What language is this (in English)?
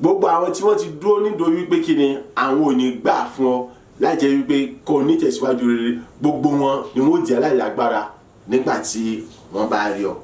Yoruba